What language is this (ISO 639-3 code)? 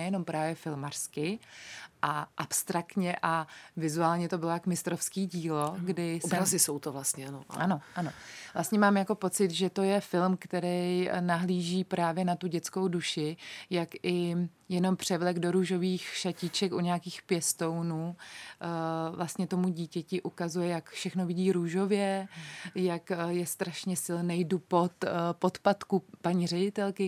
ces